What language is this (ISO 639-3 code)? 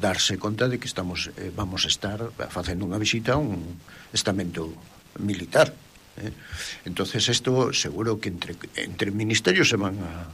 glg